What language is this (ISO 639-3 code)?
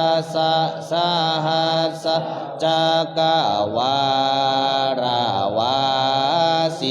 pli